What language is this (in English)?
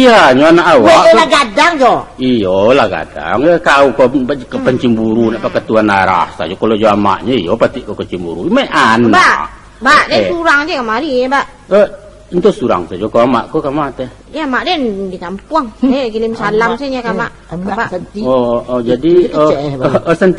Minangkabau